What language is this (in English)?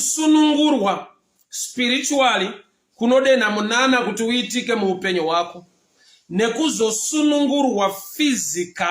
Shona